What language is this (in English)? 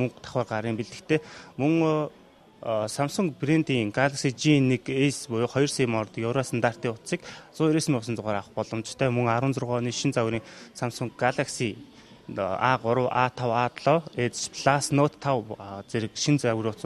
Mongolian